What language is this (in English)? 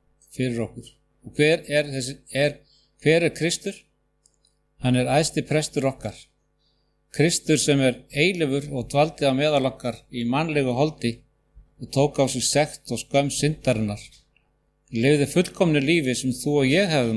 Icelandic